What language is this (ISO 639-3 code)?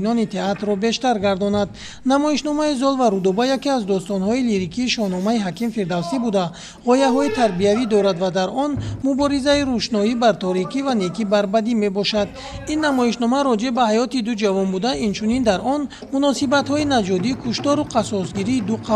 tgk